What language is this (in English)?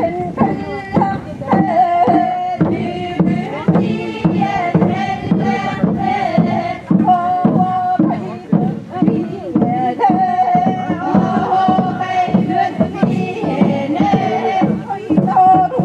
Yakut